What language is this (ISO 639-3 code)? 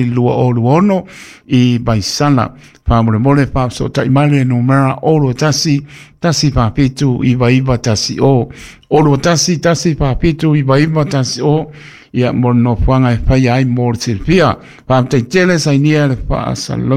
smo